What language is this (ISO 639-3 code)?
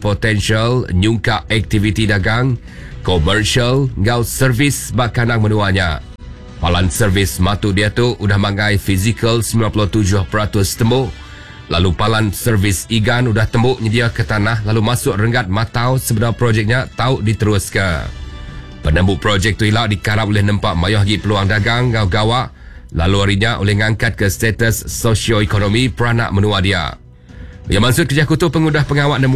iba